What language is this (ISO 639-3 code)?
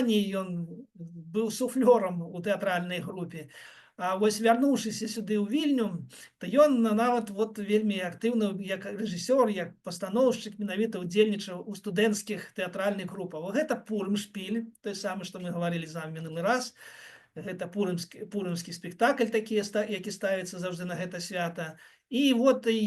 bel